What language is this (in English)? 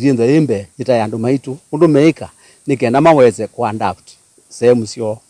Kamba